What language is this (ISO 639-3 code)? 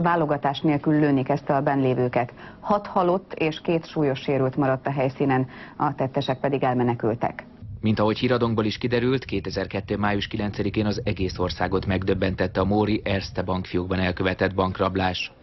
hun